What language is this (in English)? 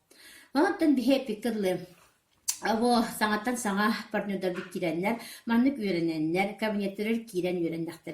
Yakut